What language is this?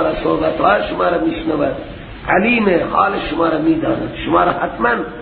Persian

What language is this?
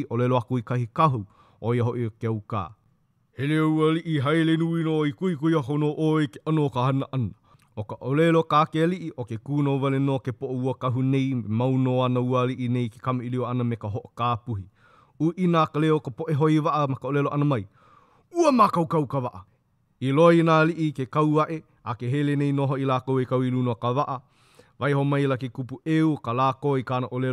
Hawaiian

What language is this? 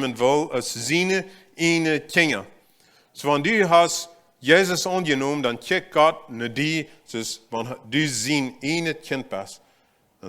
Plautdietsch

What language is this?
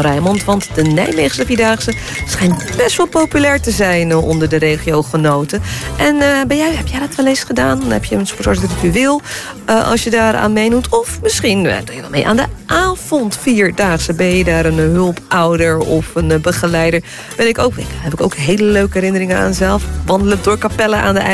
Dutch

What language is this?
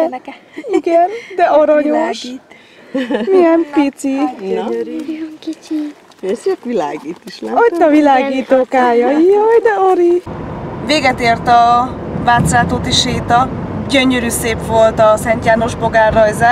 Hungarian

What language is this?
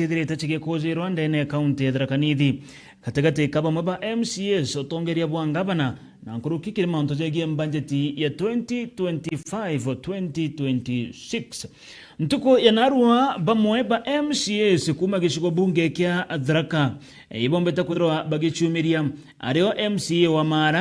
Meru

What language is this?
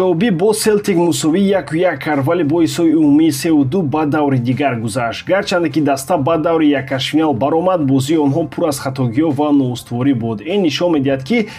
Tajik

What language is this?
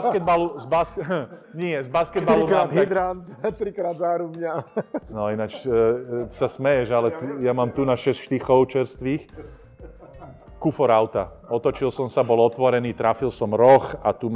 Slovak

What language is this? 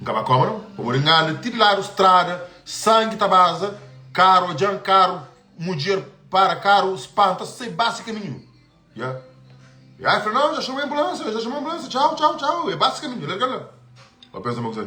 Kabuverdianu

